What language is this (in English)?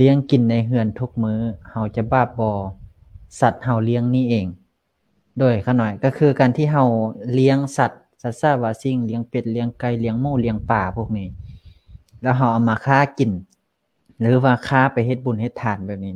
Lao